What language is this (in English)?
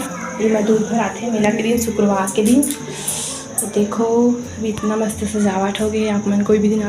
Chhattisgarhi